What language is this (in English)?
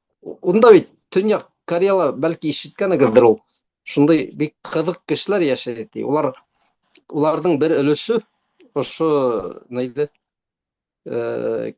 Bashkir